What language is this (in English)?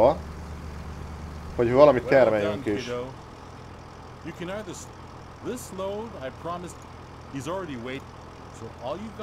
Hungarian